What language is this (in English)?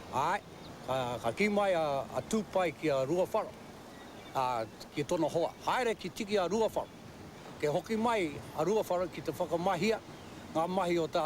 Māori